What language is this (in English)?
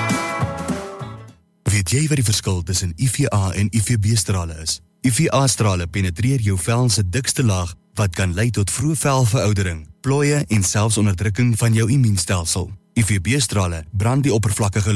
Afrikaans